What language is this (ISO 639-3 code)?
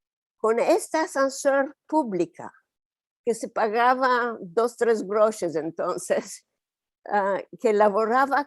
lad